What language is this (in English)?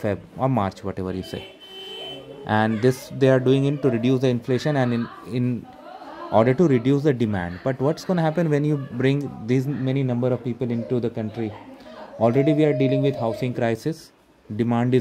English